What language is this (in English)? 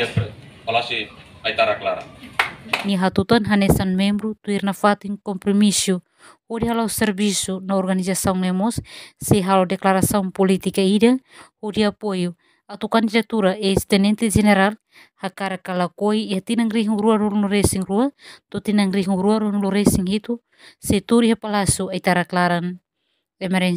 Tetum